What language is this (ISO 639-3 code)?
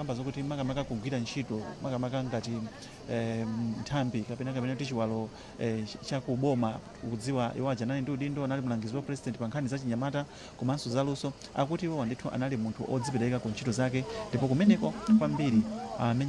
nya